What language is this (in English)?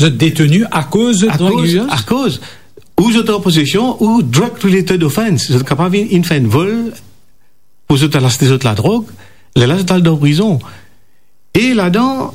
Morisyen